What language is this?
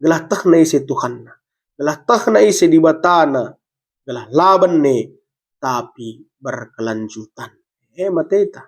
Batak Karo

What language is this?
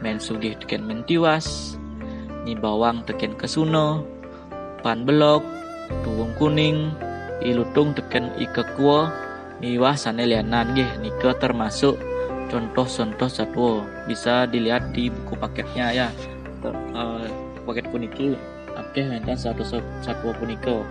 Balinese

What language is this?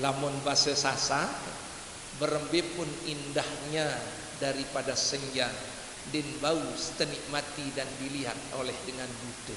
Sasak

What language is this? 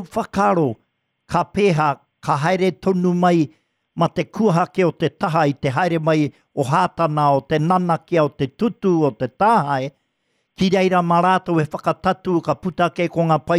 Māori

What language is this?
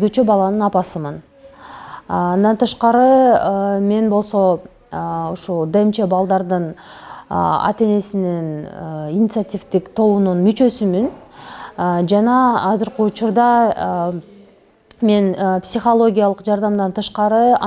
Kyrgyz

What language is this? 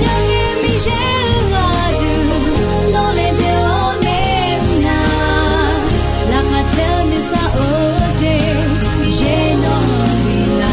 Akha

